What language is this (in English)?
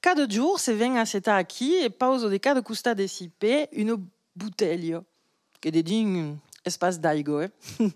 Occitan